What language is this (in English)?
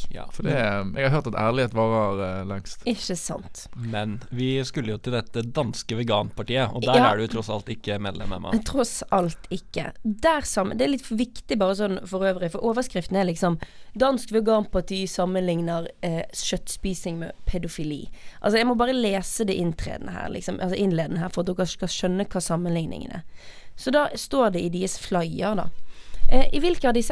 Norwegian